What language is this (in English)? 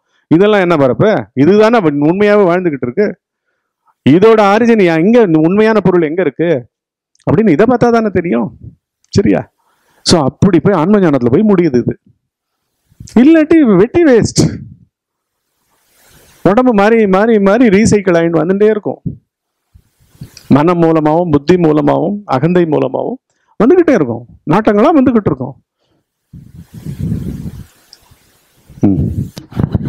Tamil